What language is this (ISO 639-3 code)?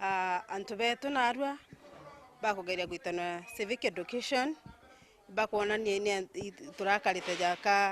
mer